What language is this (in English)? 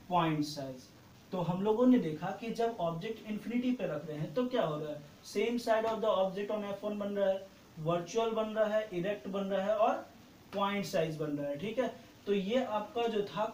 Hindi